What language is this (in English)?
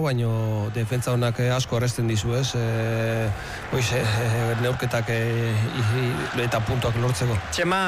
Basque